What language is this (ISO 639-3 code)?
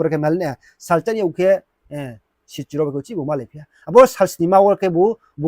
ria